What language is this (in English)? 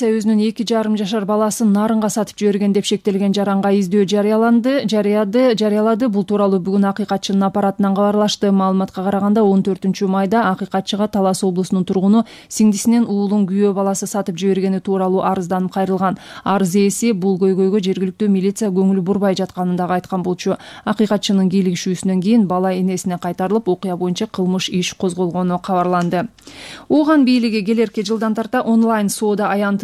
Kyrgyz